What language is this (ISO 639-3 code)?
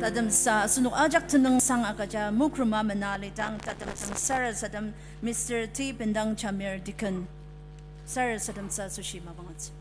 njo